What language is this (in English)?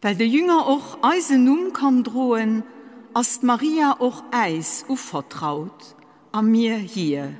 Luxembourgish